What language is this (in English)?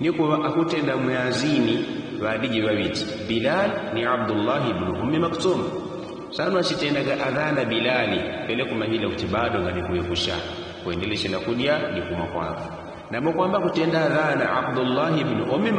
Yao